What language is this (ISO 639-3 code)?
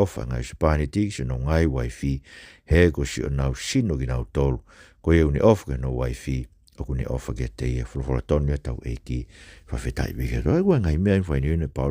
ton